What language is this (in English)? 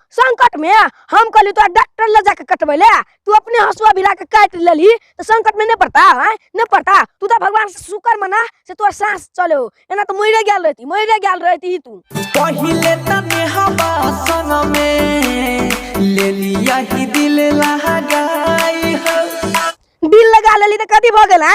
Maithili